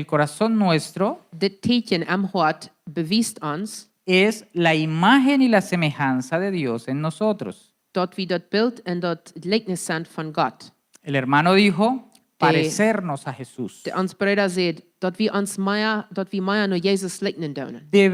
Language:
Plautdietsch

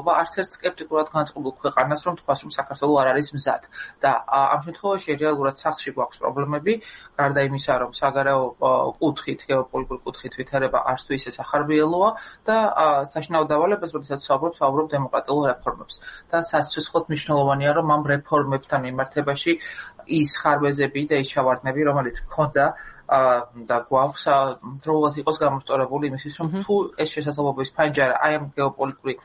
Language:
Georgian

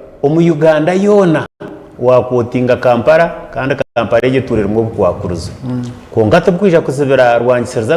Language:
Nyankole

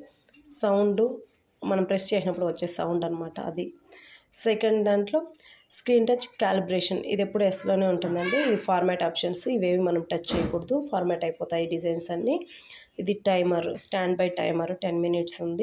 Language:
Telugu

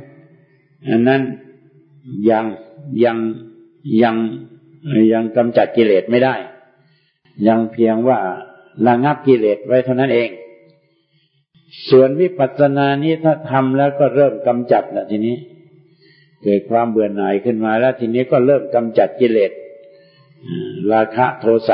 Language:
Thai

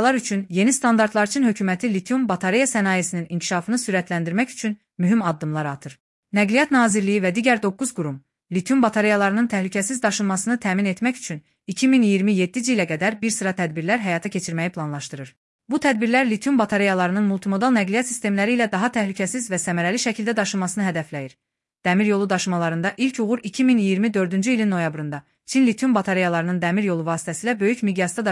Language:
Azerbaijani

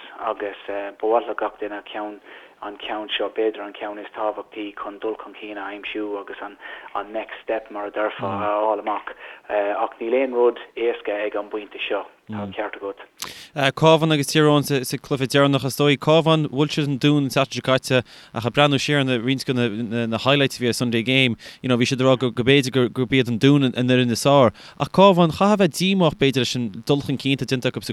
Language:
Irish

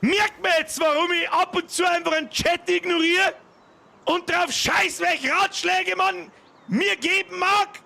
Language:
Bavarian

